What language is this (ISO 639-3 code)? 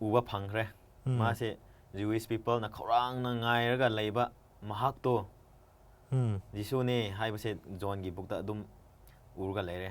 mni